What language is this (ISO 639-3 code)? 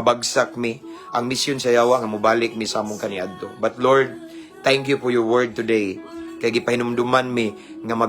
ceb